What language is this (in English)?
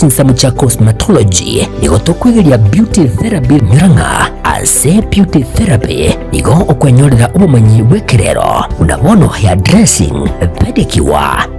Gusii